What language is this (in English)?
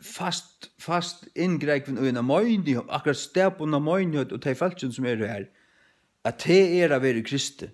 Faroese